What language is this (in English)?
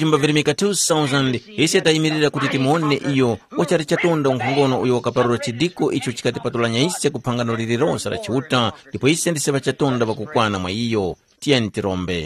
Tumbuka